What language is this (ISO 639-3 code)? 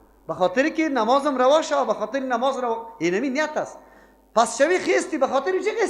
fas